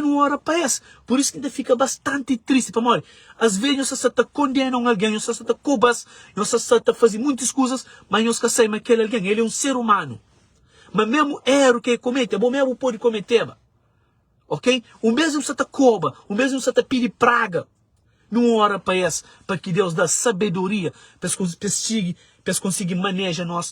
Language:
Kabuverdianu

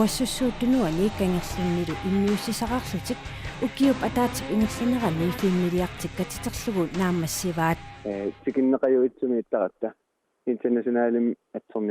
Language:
Kalaallisut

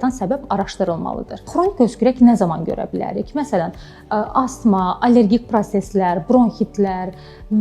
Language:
Azerbaijani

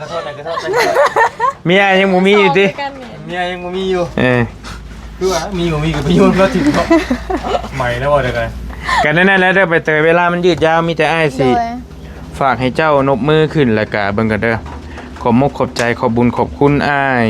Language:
Northeastern Thai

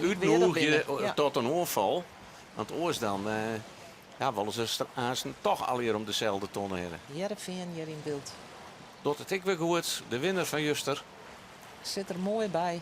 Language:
Western Frisian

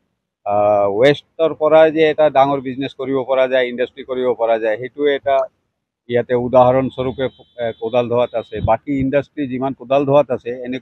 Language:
Assamese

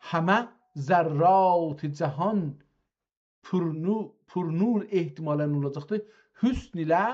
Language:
South Azerbaijani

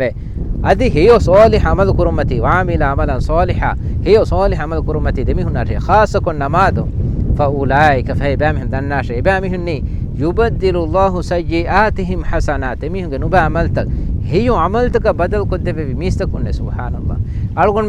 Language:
Divehi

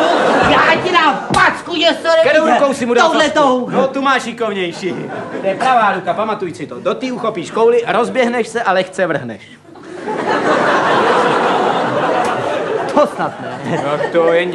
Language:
Czech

